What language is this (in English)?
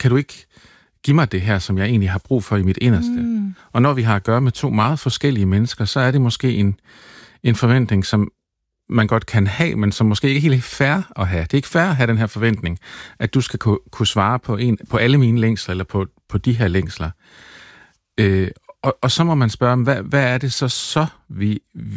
Danish